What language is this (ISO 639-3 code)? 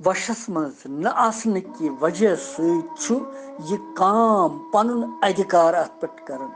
kas